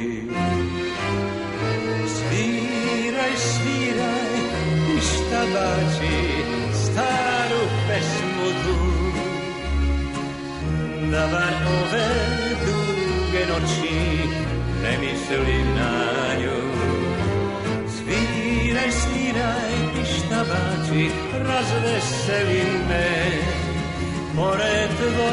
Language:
Serbian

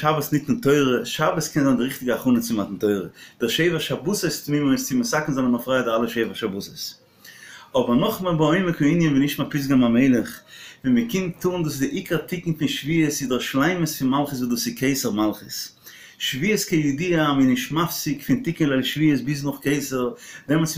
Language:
Yiddish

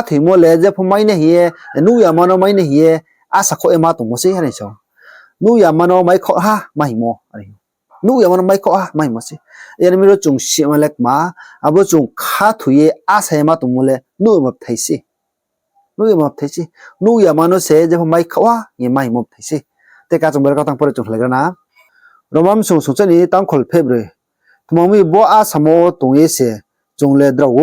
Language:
Riang (India)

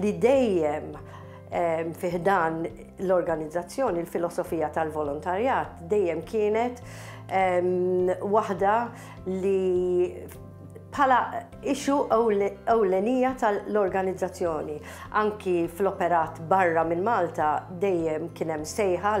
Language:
Maltese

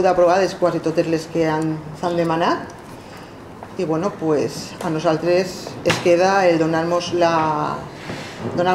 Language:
Catalan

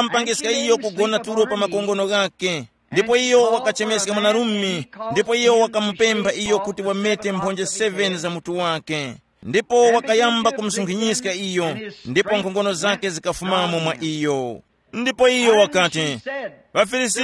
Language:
Tumbuka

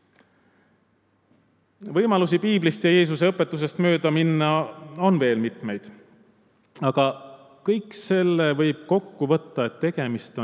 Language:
Estonian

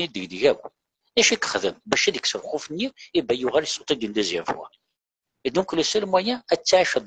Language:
Kabyle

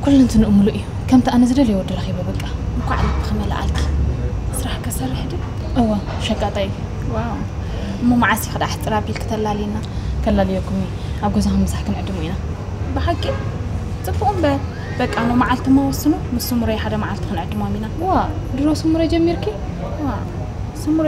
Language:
Tigrinya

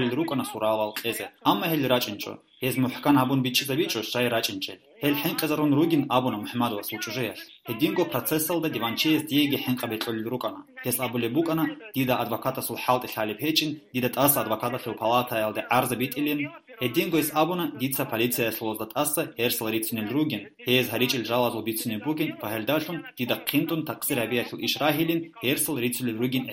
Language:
Avaric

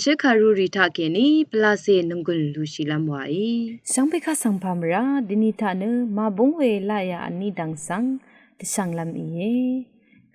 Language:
Rawang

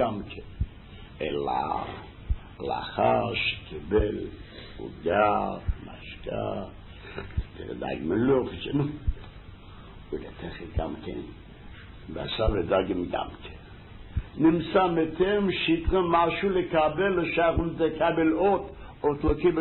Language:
Hebrew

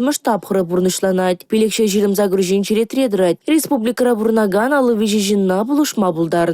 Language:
Chuvash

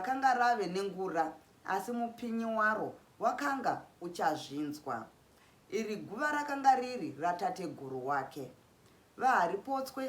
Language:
Shona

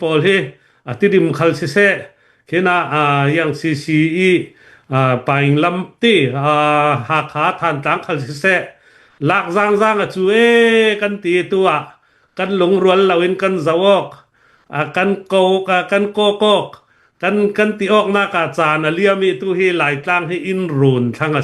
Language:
Hakha Chin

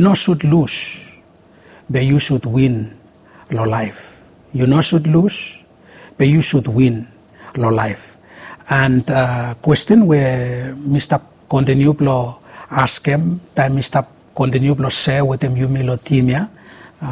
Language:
Bislama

